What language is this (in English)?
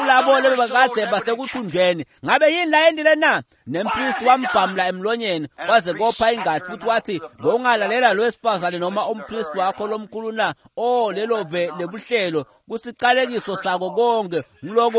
Swati